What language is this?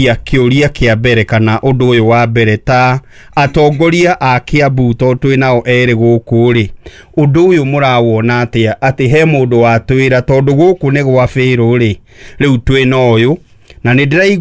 Kikuyu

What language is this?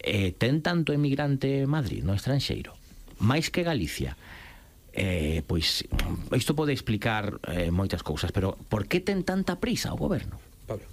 Galician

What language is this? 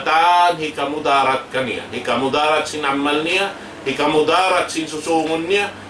Tausug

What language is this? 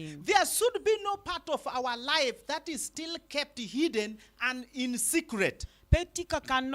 Lango (Uganda)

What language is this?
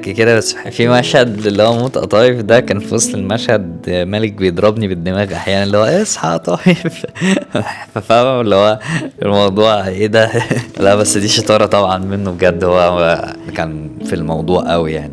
Egyptian Arabic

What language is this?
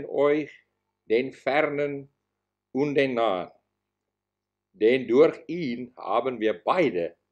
German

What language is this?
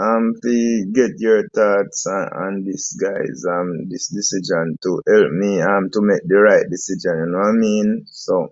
Jamaican Creole English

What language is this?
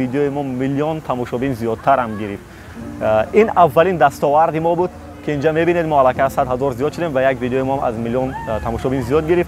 Tajik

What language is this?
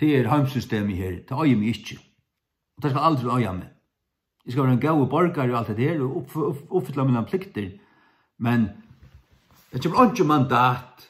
Faroese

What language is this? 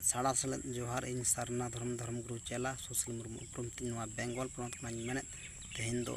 Santali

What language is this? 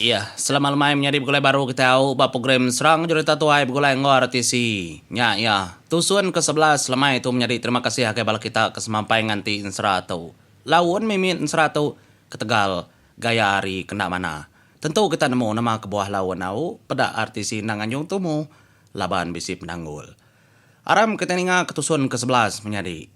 Iban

